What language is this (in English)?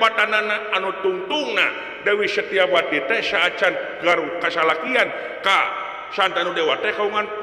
Sundanese